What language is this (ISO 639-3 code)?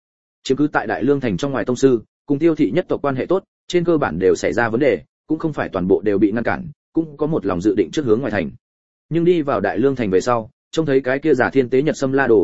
vie